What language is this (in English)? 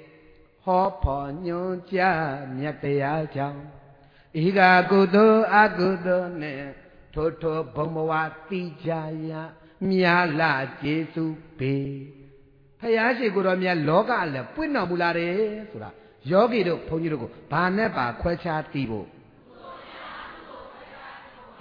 Burmese